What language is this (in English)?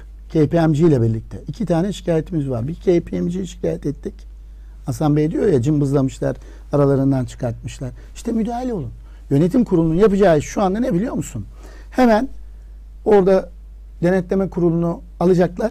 Turkish